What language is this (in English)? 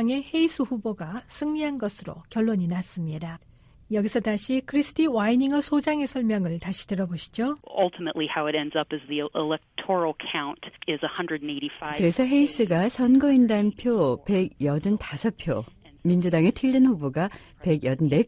Korean